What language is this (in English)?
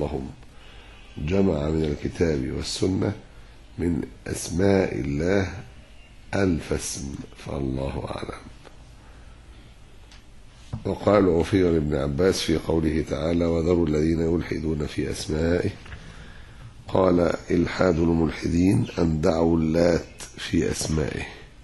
Arabic